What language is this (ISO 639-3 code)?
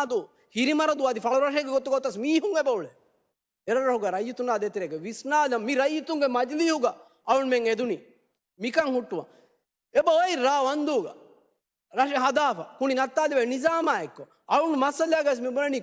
div